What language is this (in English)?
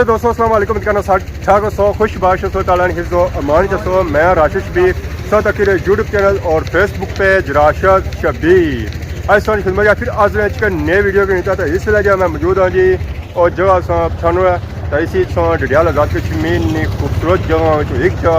Pahari-Potwari